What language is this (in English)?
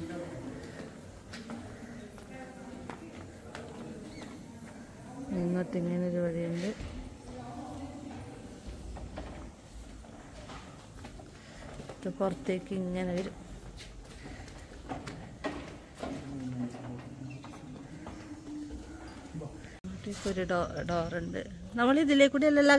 Malayalam